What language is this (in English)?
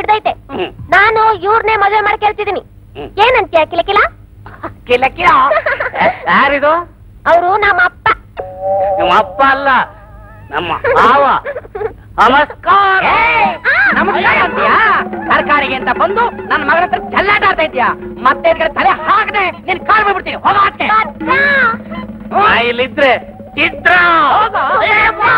Kannada